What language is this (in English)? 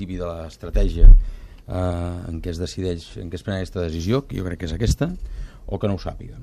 Catalan